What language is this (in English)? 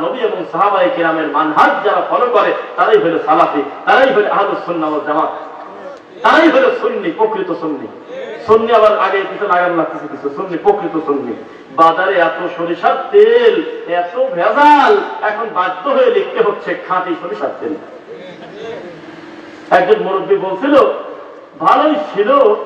Bangla